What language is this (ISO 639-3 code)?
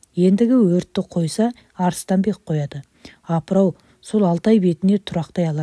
kaz